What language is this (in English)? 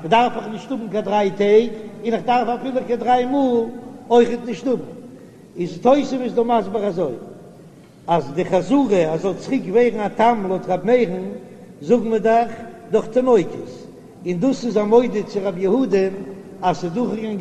Yiddish